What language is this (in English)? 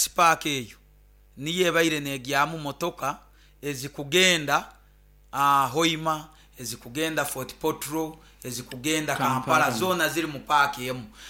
Nyoro